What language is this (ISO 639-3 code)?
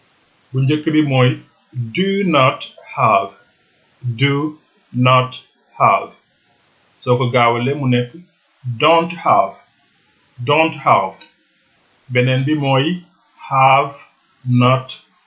wol